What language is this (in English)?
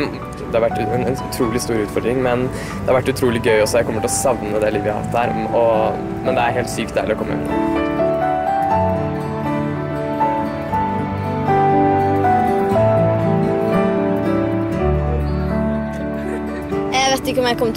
Norwegian